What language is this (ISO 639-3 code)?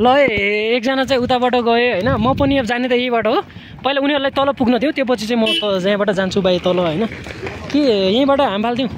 nep